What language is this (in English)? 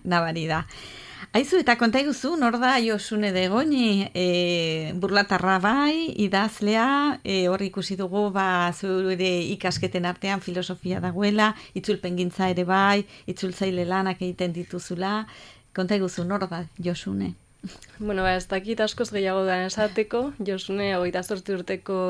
Basque